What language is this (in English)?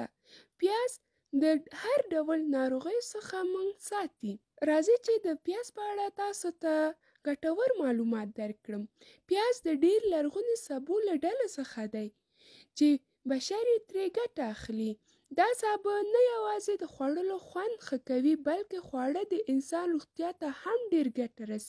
Pashto